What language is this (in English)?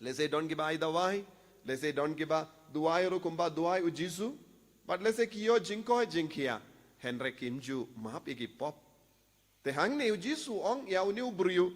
Khasi